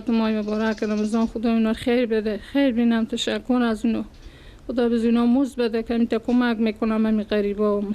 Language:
Persian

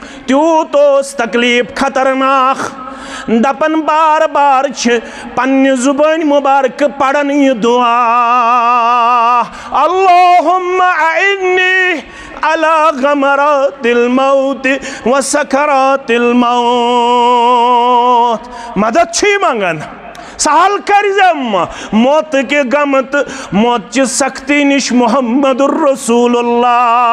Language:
Kashmiri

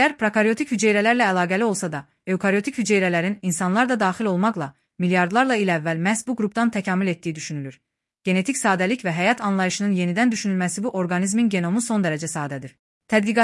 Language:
Azerbaijani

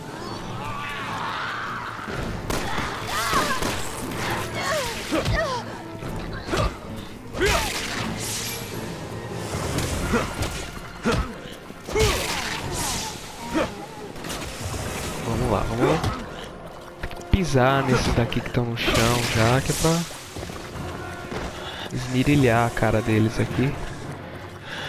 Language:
Portuguese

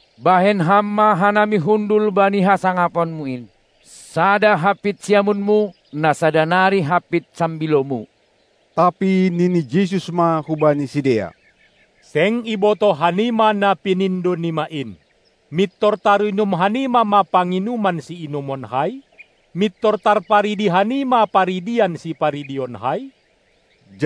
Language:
Batak Simalungun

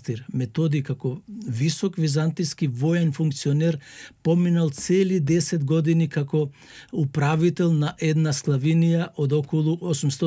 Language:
Macedonian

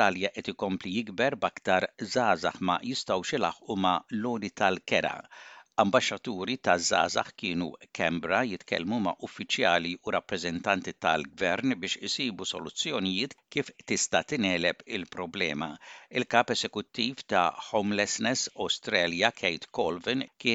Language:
Maltese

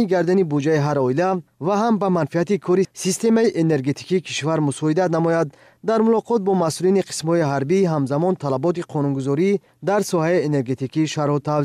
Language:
Tajik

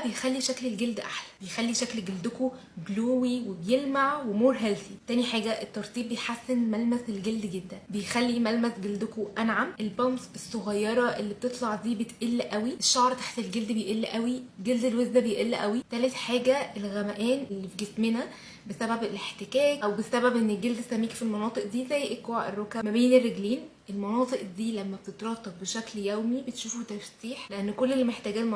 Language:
Egyptian Arabic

